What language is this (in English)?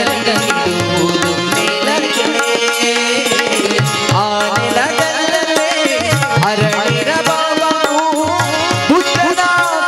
Kannada